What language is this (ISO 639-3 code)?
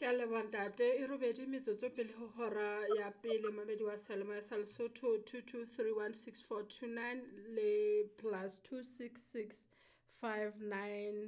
sot